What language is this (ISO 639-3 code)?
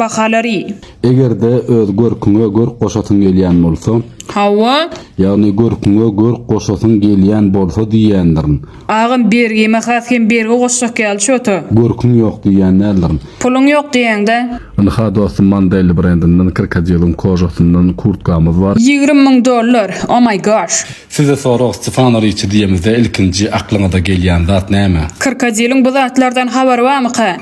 tuk